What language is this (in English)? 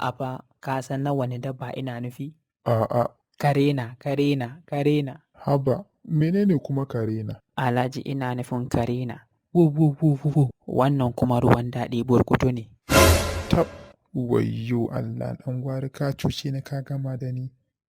Hausa